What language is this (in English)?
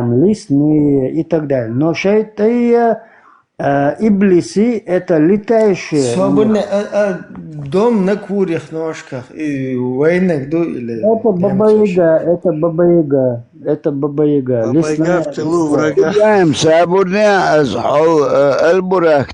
Chechen